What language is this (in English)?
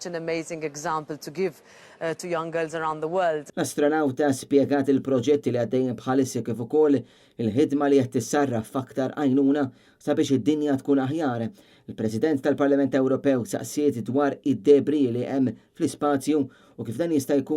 Maltese